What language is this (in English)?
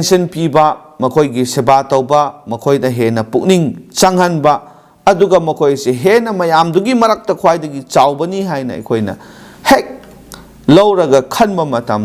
Manipuri